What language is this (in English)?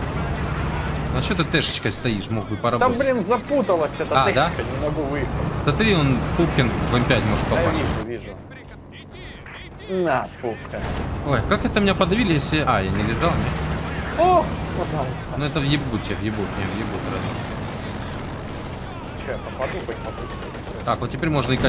Russian